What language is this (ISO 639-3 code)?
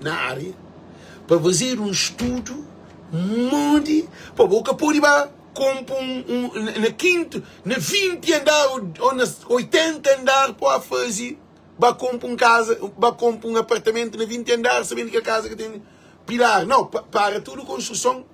kea